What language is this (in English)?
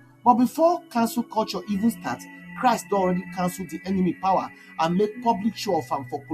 Nigerian Pidgin